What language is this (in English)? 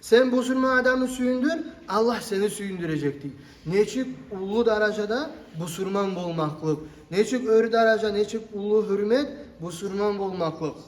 Kumyk